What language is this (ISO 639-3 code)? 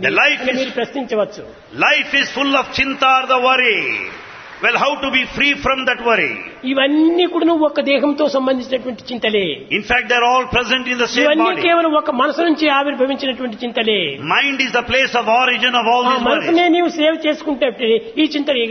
tel